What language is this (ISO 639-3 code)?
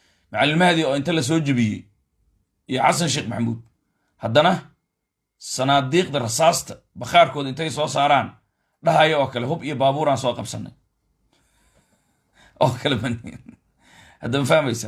som